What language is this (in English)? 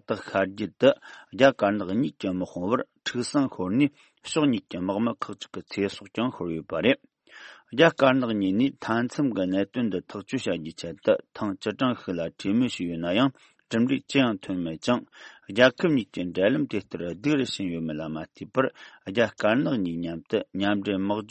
Tibetan